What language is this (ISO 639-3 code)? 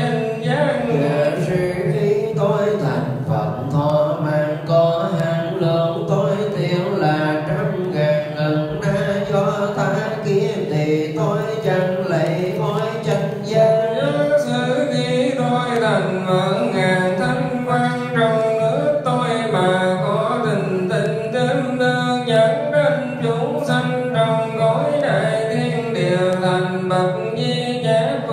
vie